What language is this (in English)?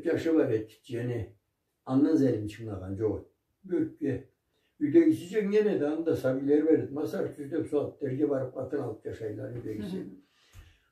Karachay-Balkar